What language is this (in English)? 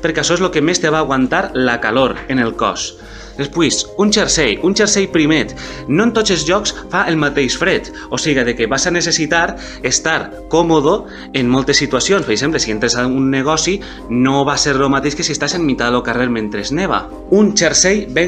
Catalan